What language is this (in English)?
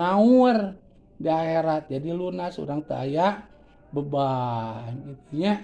Sundanese